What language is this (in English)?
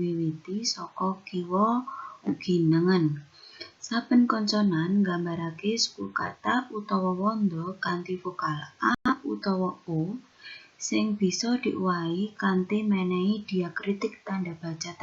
Javanese